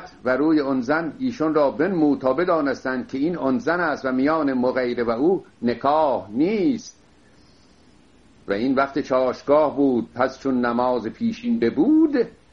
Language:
Persian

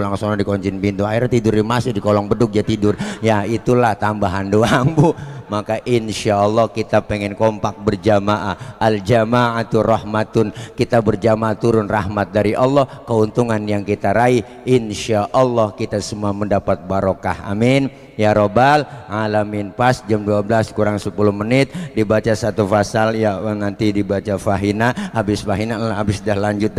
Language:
Betawi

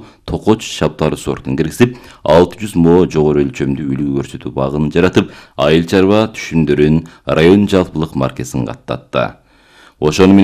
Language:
Kyrgyz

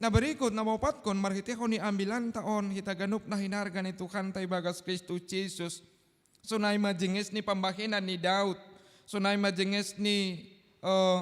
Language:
Batak Simalungun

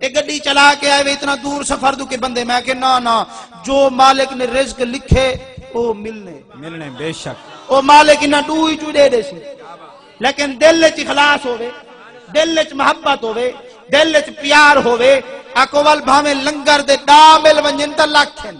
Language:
Saraiki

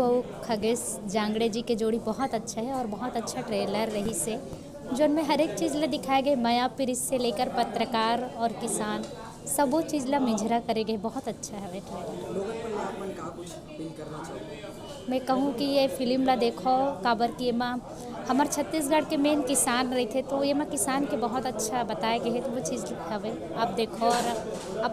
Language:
Chhattisgarhi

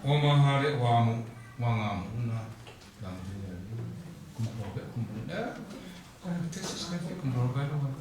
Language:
Kachin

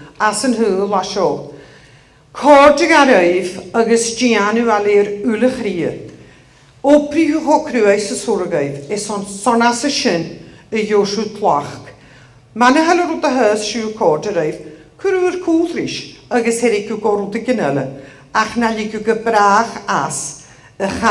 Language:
Scottish Gaelic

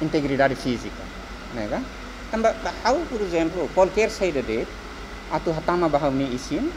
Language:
Tetum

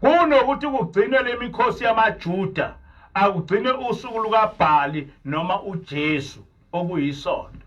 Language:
Zulu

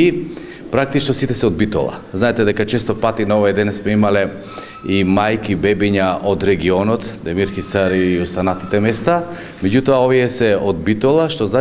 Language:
Macedonian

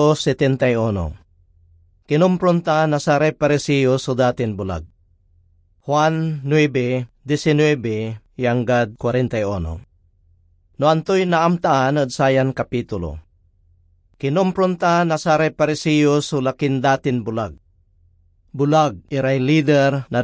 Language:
Pangasinan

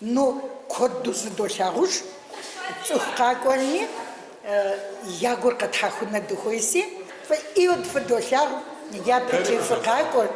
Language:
Kabardian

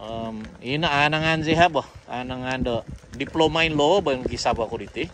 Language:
Central Dusun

